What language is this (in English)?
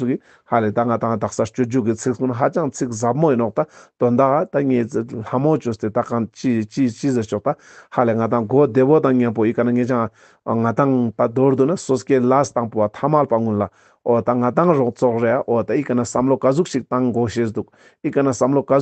Ladakhi